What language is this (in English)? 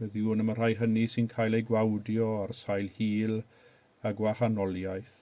Welsh